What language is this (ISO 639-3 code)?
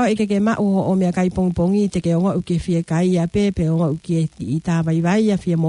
ton